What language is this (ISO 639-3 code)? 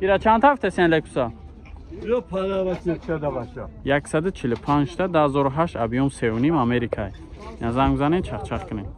tgk